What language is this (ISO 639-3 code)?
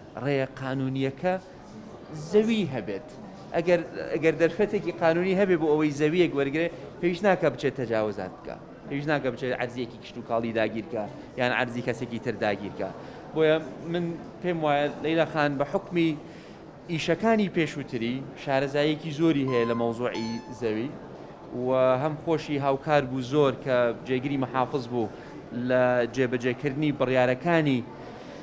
ckb